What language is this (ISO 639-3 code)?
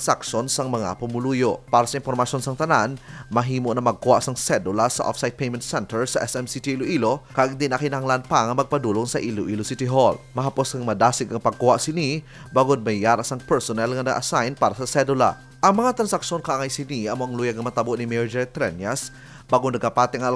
hil